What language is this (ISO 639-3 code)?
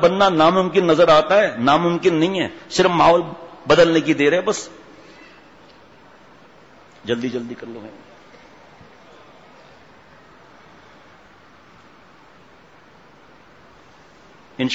urd